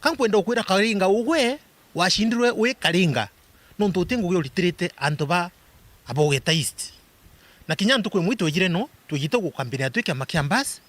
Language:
Meru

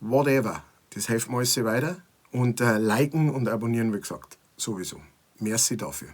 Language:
Bavarian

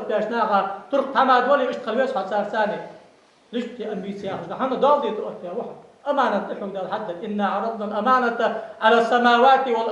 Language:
Ingush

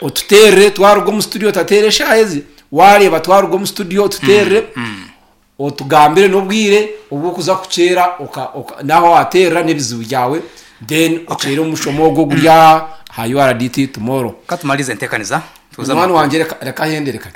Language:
Nyankole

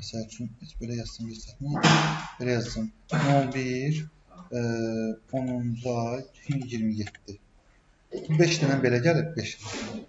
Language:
Azerbaijani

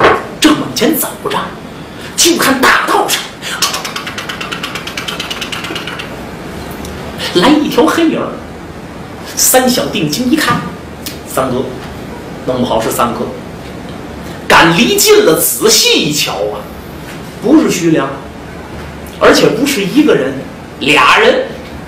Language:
Chinese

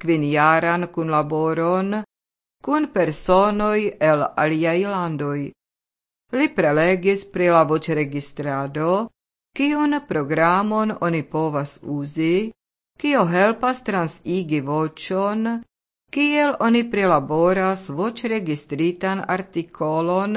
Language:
Esperanto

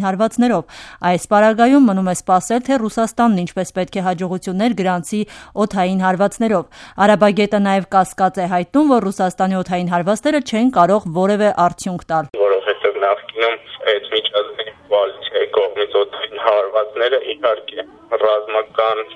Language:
Armenian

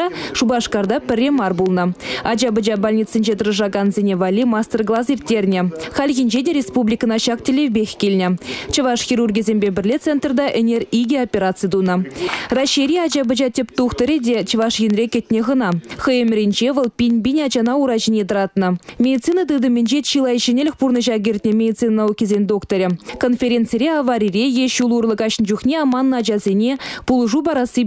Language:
Chuvash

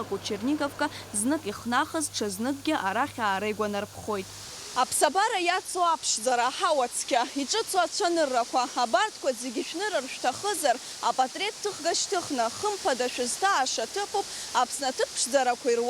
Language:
Abkhazian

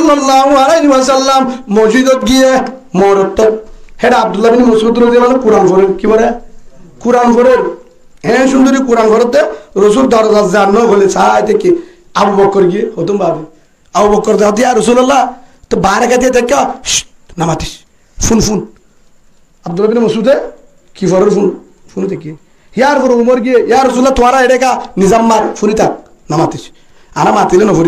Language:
Rohingya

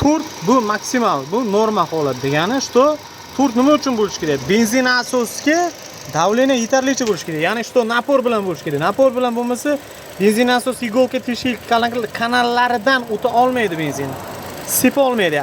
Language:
Uzbek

